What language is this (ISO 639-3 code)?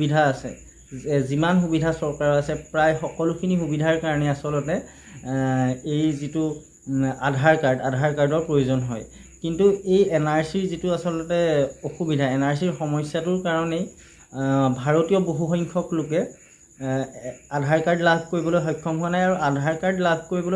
asm